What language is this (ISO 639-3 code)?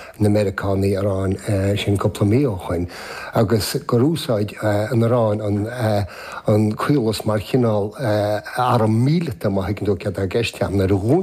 gle